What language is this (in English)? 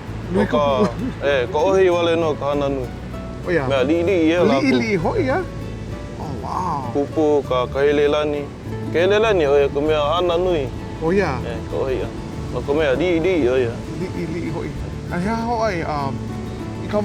Hawaiian